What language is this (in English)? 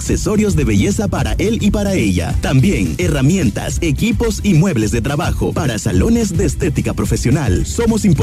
Spanish